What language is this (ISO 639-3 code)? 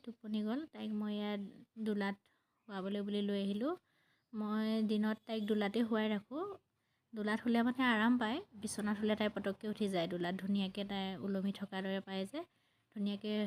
asm